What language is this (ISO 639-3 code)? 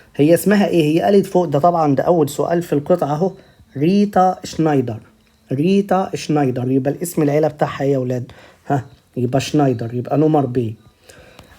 arz